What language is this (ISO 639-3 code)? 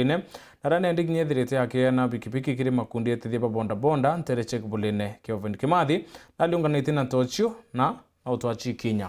mer